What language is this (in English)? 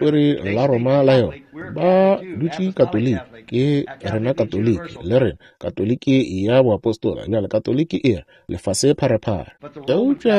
Northern Sotho